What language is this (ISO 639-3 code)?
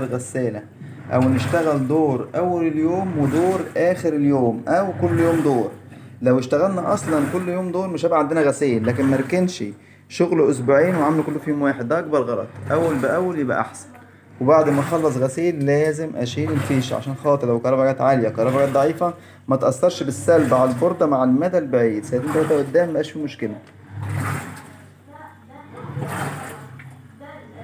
arz